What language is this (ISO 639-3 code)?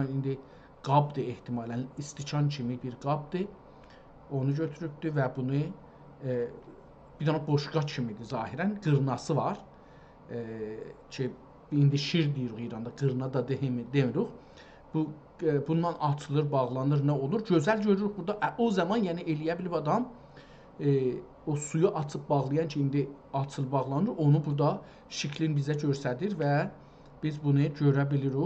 azb